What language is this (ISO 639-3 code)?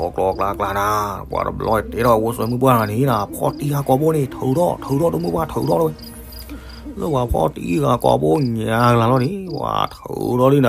ksw